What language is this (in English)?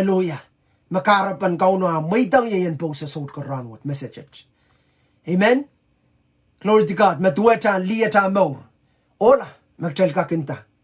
Pohnpeian